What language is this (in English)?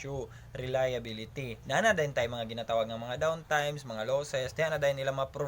Cebuano